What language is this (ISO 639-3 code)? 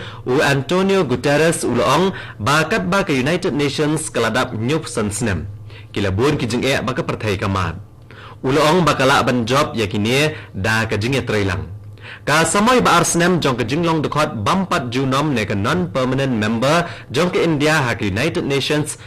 kha